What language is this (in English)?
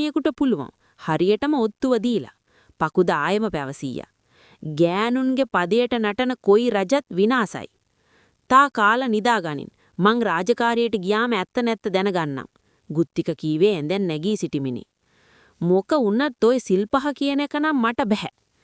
Sinhala